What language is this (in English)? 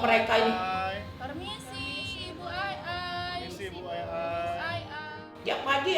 Musi